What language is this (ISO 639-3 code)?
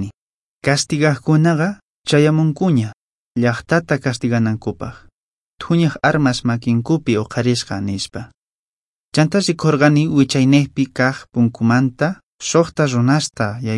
que